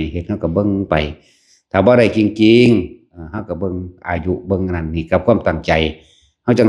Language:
Northeastern Thai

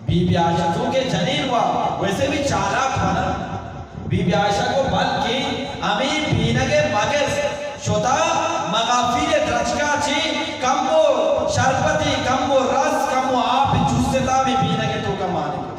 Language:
Eastern Balochi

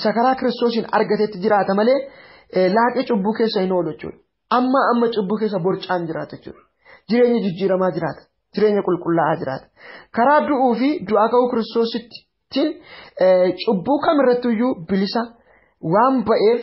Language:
Oromo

